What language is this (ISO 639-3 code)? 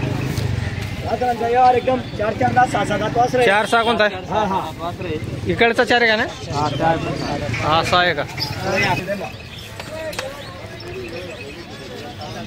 mar